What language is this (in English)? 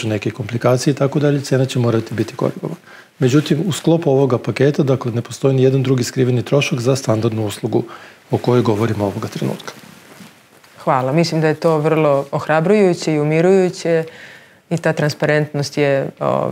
Serbian